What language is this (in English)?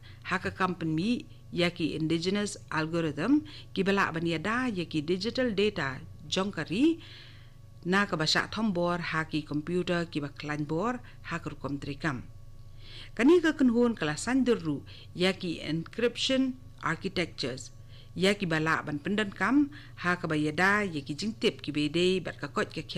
Khasi